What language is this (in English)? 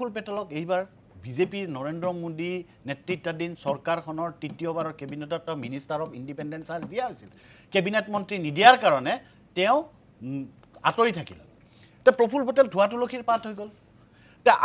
Assamese